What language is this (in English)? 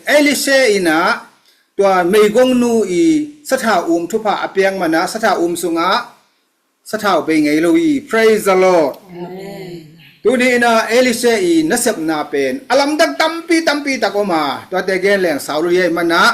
Tedim Chin